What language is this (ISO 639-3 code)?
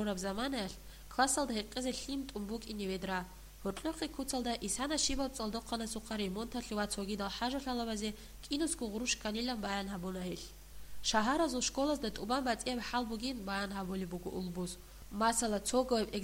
ava